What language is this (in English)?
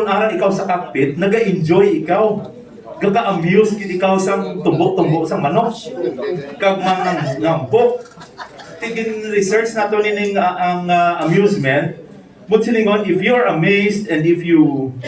Hiligaynon